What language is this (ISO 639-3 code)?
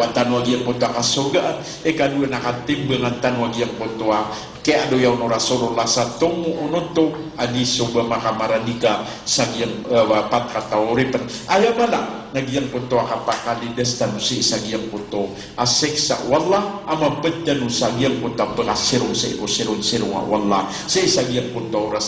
mrw